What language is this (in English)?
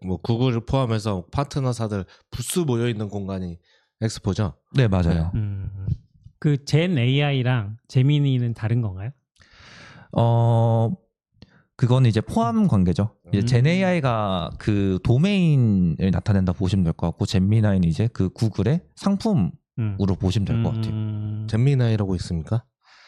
Korean